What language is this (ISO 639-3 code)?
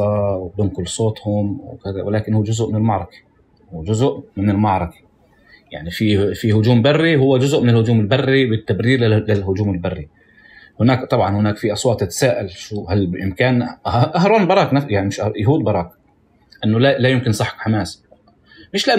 apc